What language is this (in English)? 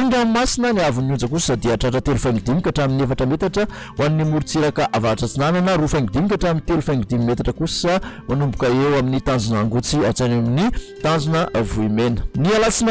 Malagasy